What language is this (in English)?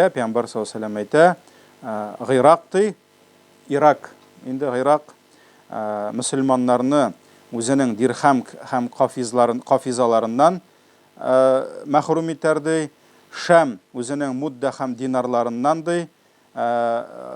Tatar